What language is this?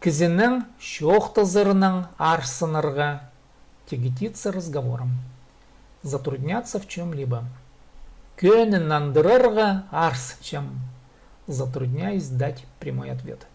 Khakas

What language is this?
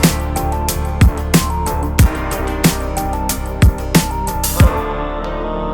Turkish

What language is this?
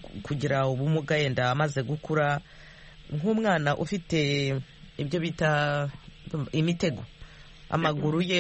Kinyarwanda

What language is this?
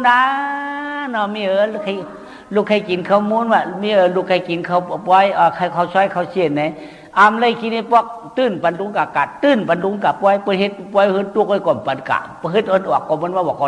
Shan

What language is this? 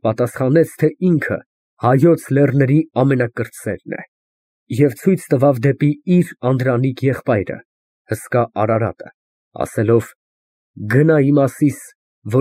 Armenian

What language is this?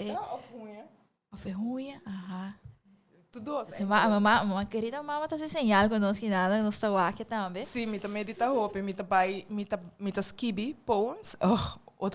Papiamento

